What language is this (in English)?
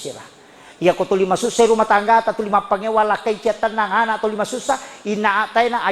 Buginese